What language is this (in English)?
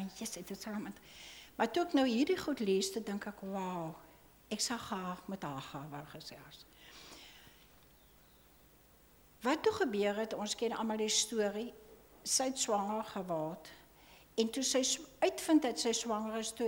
Afrikaans